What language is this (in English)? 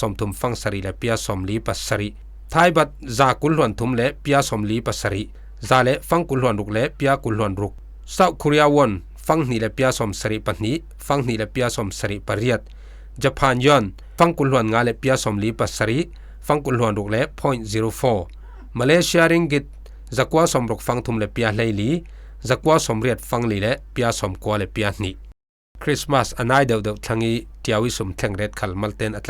Falam Chin